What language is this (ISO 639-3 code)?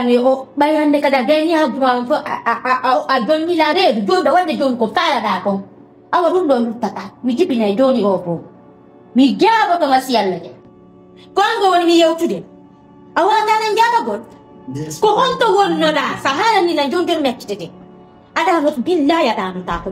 fuf